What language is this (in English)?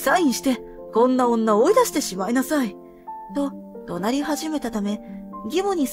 Japanese